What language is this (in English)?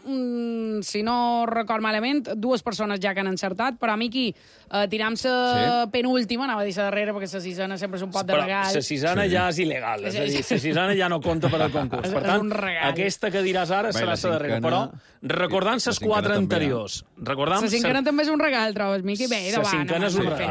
Catalan